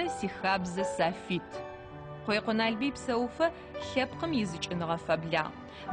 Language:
Adyghe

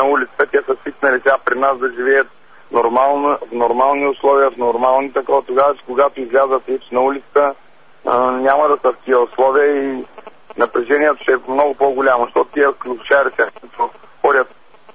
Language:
Bulgarian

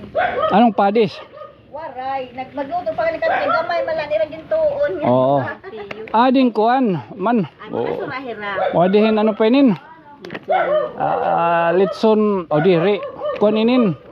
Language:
Waray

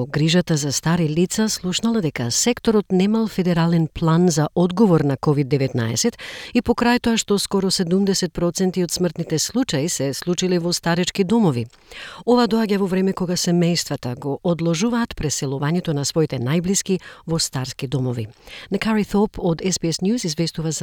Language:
Macedonian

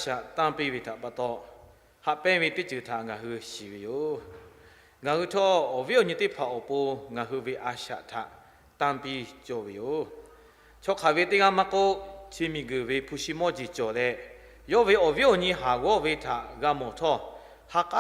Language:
Lahu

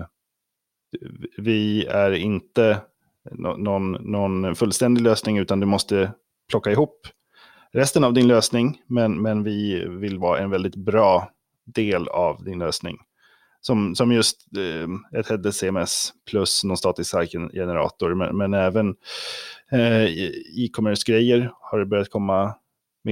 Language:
Swedish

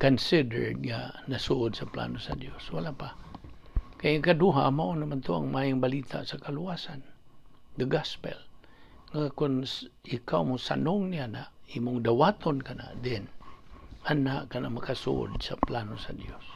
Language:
Cebuano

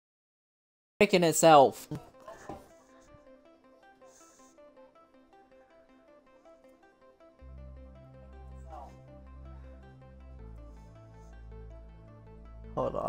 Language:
English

